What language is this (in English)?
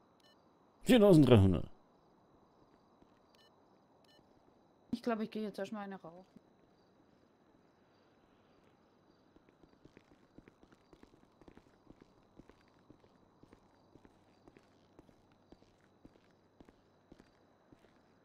German